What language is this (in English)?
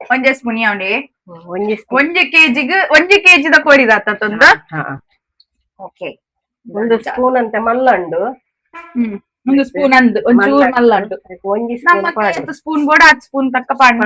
Tulu